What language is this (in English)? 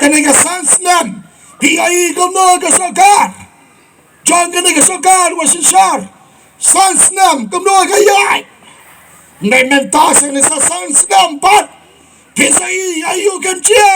Khasi